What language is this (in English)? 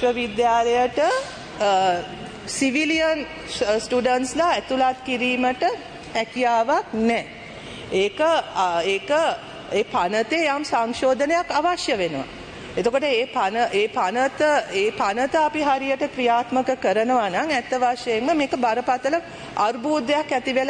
Sinhala